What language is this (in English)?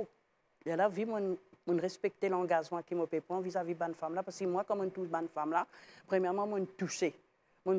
Morisyen